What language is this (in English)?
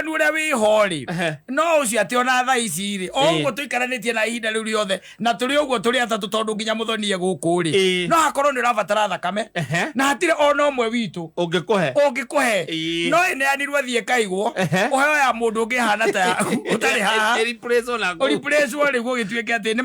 Kikuyu